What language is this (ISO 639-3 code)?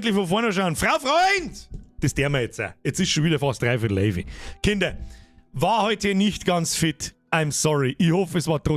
bar